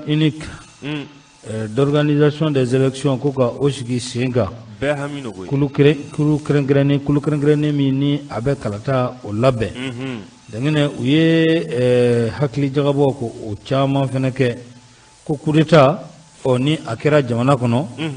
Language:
Bambara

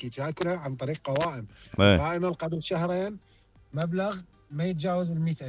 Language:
Mesopotamian Arabic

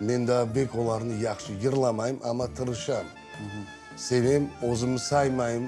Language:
Crimean Tatar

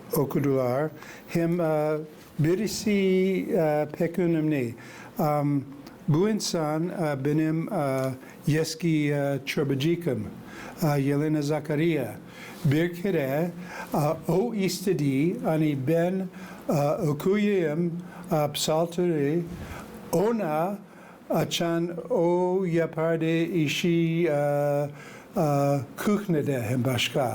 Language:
Gagauz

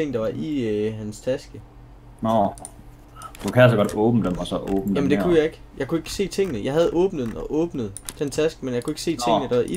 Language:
Danish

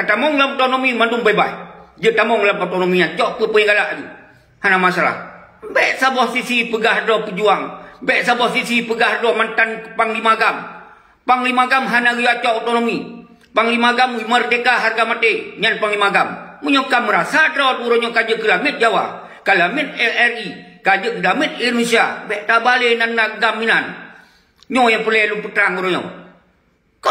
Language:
Achinese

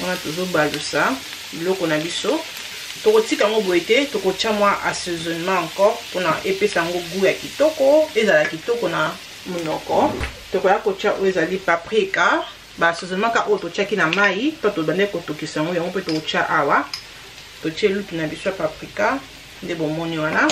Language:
Lingala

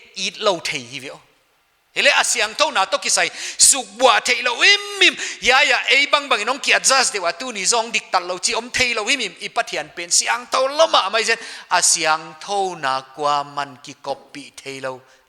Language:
Paite Chin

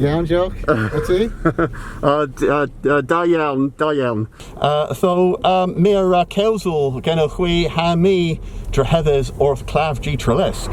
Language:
Cornish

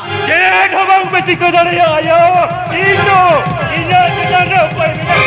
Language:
Santali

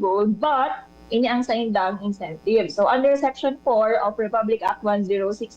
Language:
Bikol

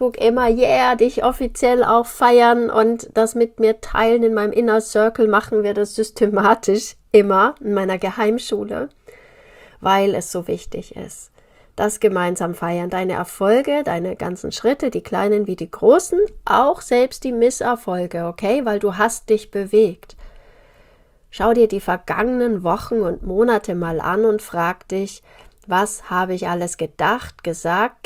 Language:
German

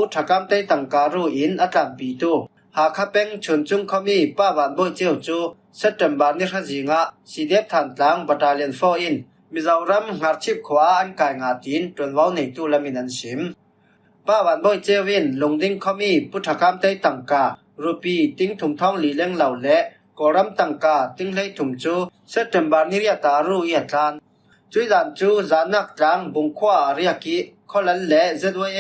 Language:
Falam Chin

